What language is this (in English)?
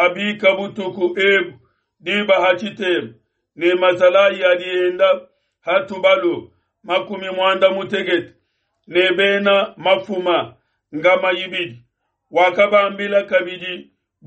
Luba-Lulua